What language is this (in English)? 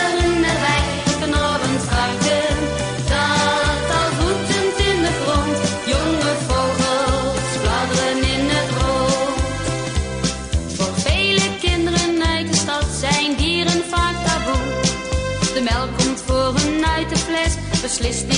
Dutch